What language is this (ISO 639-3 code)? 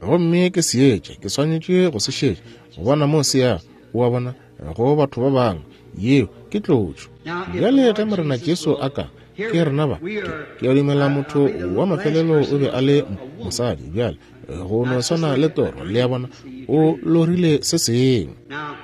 nso